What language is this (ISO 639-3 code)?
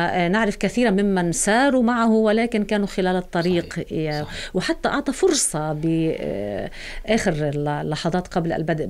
ara